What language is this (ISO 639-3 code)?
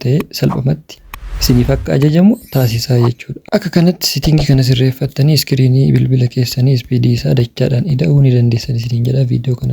orm